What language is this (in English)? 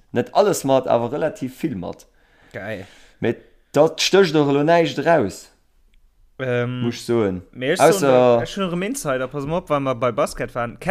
Luxembourgish